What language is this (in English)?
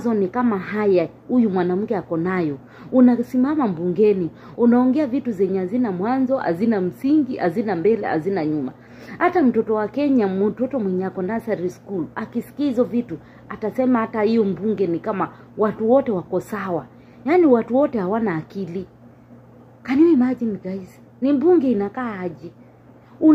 Swahili